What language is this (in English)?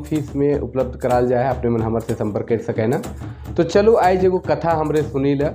Sadri